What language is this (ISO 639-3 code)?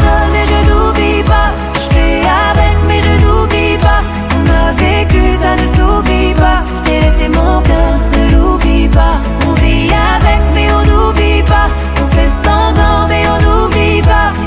fra